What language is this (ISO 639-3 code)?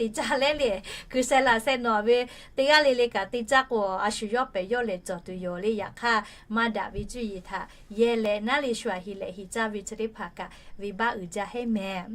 lhu